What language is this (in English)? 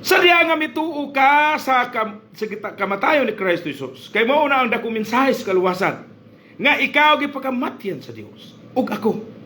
Cebuano